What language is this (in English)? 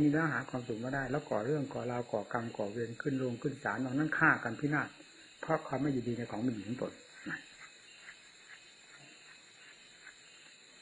Thai